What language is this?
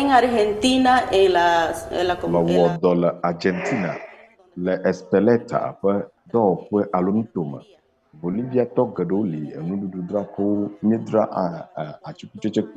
Ewe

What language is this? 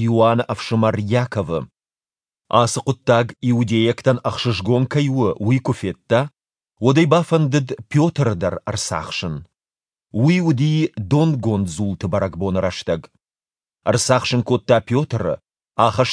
Ossetic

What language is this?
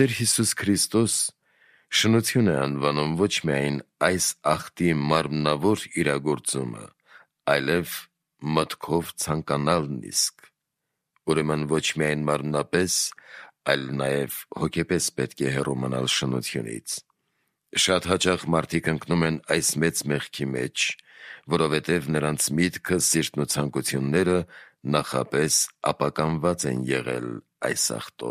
Armenian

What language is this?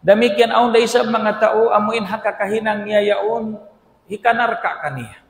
Tausug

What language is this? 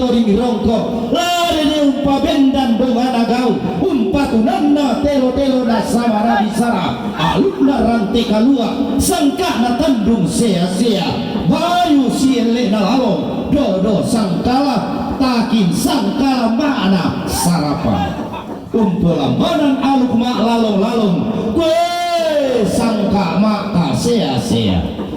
Toraja-Sa'dan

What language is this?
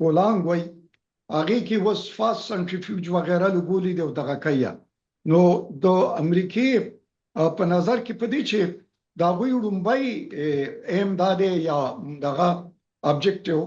Pashto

